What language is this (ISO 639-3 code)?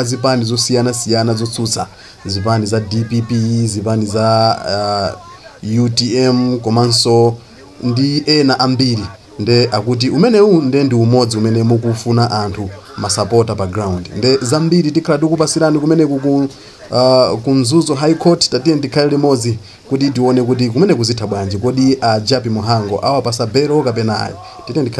nya